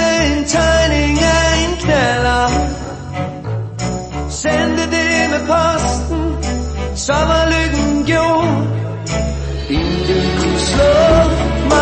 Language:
Danish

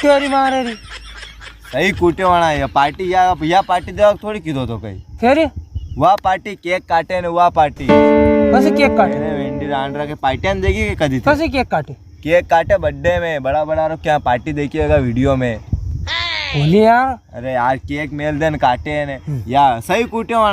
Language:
Rajasthani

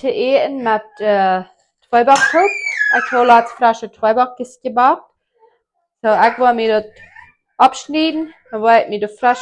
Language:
Plautdietsch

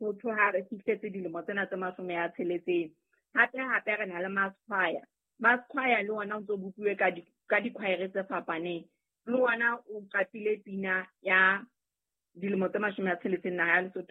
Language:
Southern Sotho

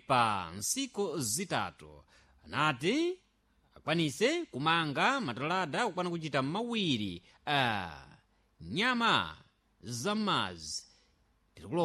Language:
Sena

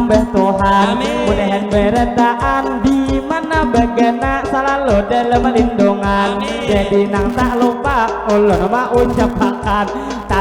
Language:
Banjar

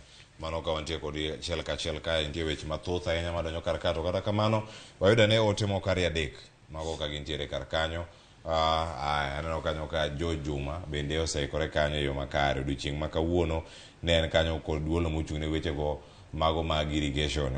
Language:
Luo (Kenya and Tanzania)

